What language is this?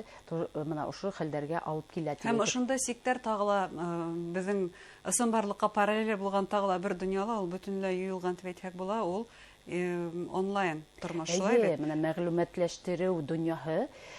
Bashkir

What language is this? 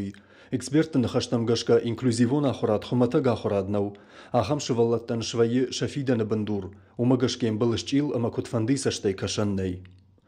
Ossetic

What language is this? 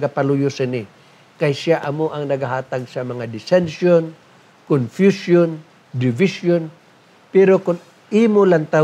Hiligaynon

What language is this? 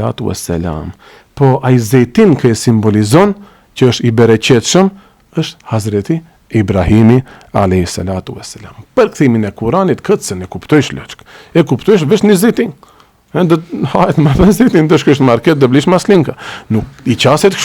Albanian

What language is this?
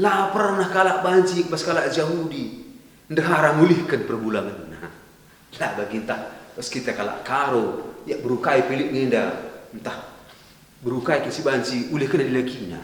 Batak Karo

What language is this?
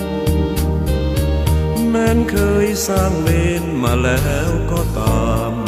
Lao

